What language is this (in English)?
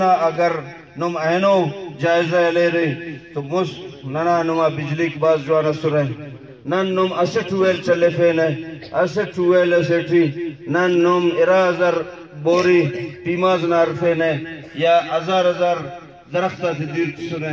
Brahui